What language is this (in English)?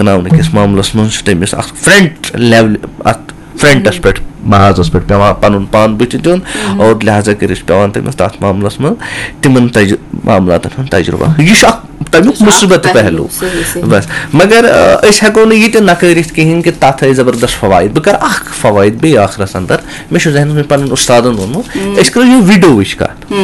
Kashmiri